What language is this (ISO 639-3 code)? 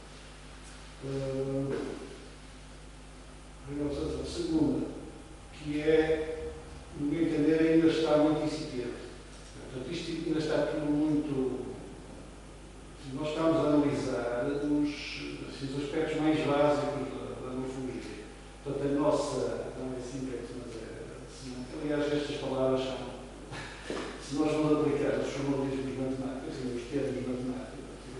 por